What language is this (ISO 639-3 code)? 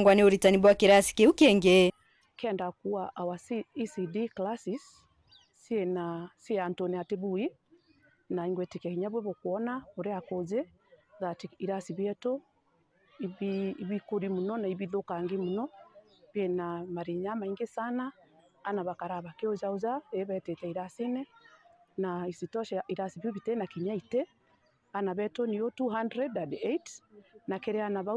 mer